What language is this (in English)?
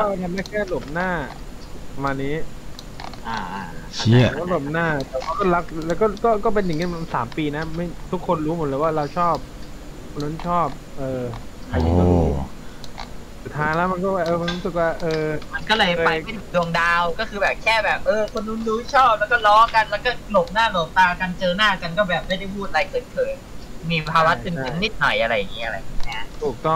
Thai